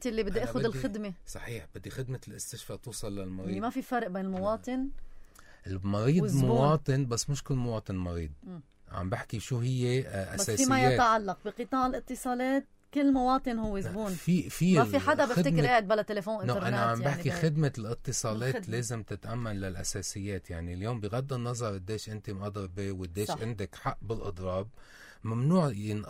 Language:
North Levantine Arabic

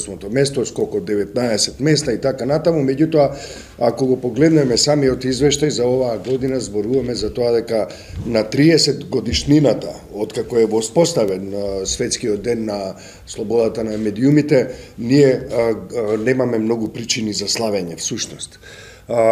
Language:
Macedonian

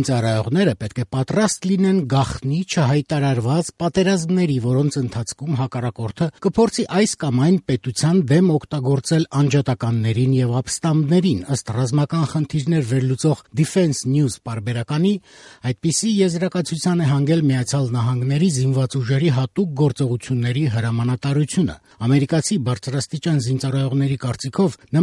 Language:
Armenian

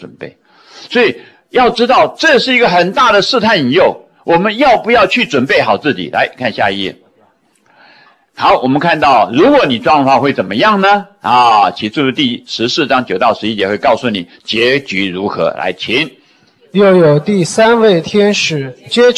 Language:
Chinese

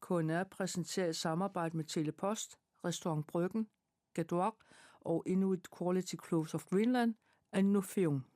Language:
Kalaallisut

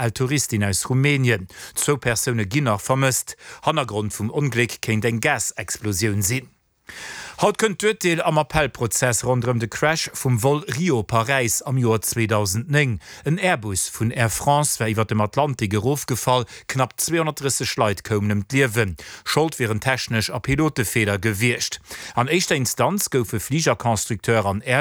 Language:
Luxembourgish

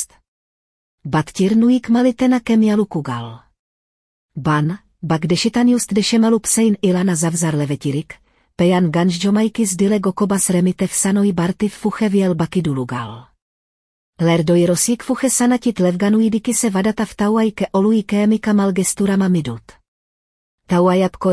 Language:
Slovenian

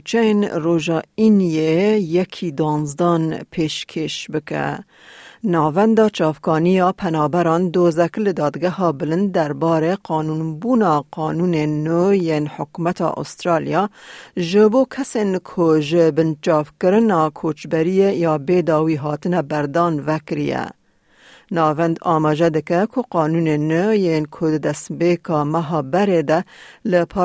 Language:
Kurdish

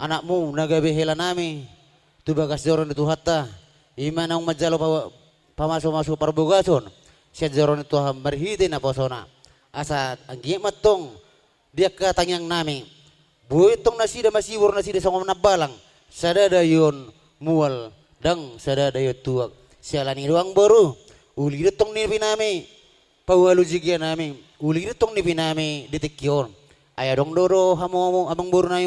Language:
Batak Toba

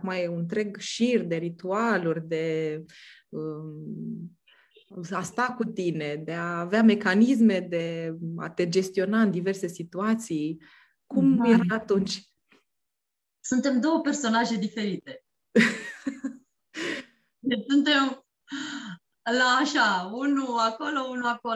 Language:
Romanian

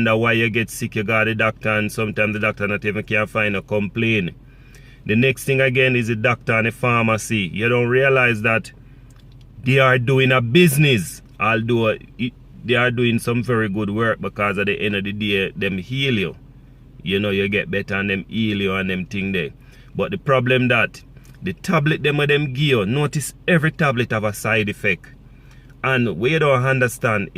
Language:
Jamaican Creole English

